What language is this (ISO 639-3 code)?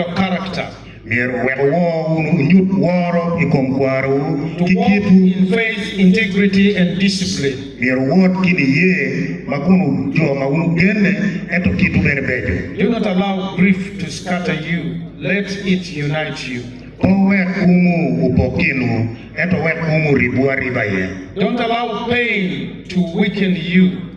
ach